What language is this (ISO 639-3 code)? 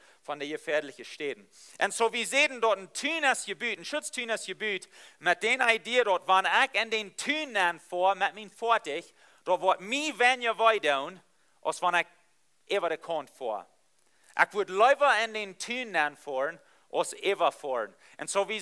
pdt